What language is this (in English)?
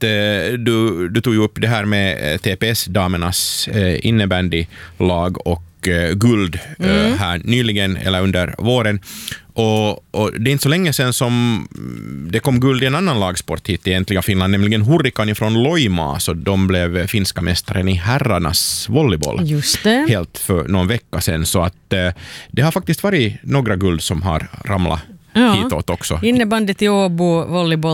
Swedish